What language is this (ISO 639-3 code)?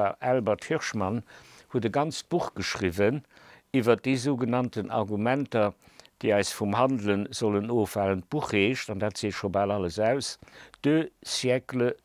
ltz